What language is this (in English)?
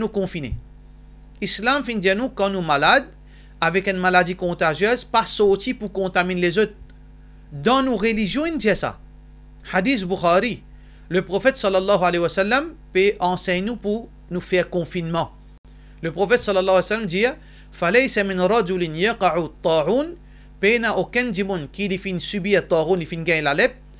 Morisyen